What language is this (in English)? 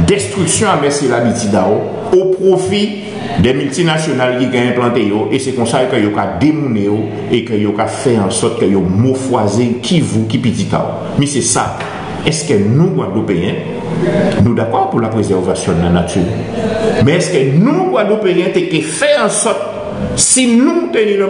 Guadeloupean Creole French